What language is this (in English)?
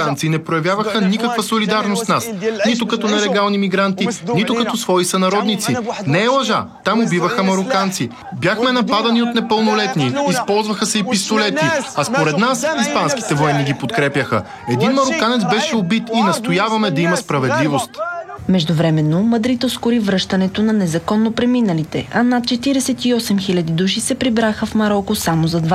Bulgarian